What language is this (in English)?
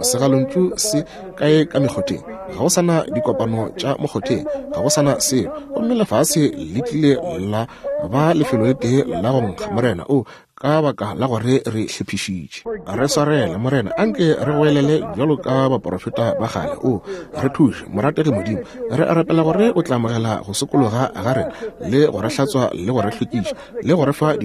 Northern Sotho